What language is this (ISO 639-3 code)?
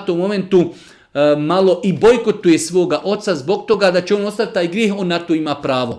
bos